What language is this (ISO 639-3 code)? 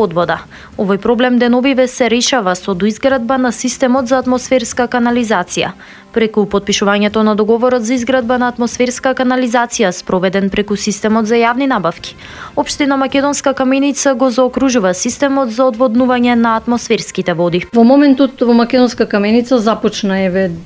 mkd